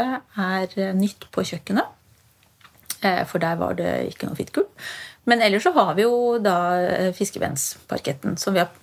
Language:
Norwegian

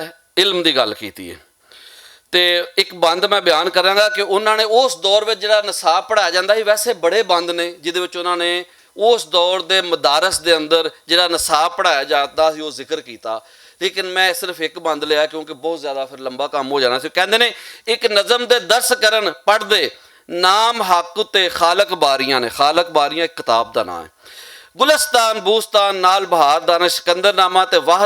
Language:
Western Panjabi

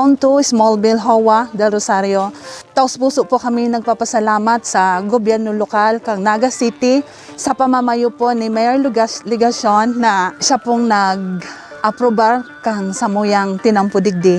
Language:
Bikol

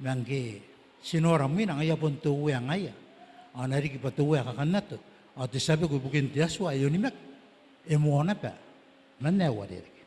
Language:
Gilbertese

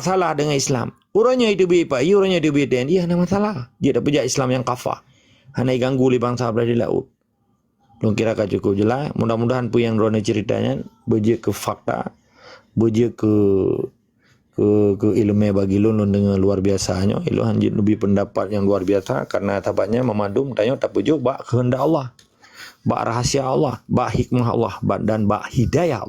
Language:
Achinese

